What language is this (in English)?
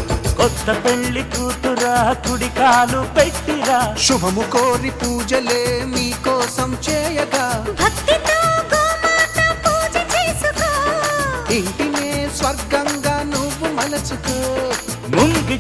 Telugu